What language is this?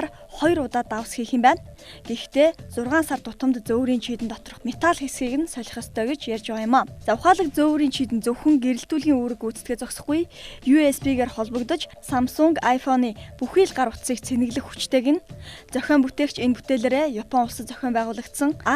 Mongolian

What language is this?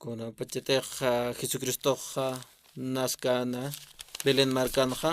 Aymara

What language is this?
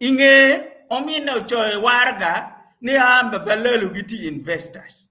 Acoli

